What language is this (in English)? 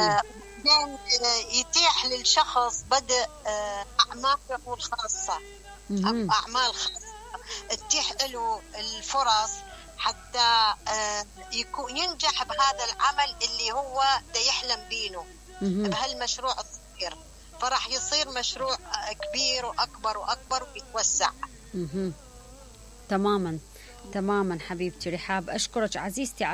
Mesopotamian Arabic